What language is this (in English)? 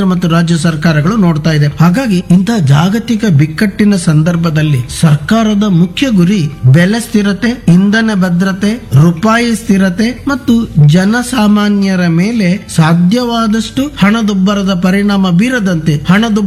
Kannada